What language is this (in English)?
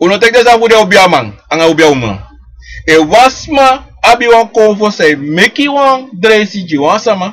Sranan Tongo